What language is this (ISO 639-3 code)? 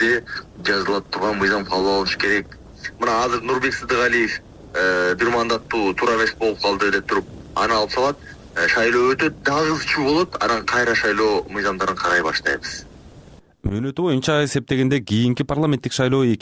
kir